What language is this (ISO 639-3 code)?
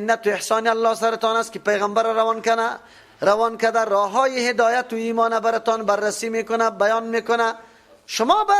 fas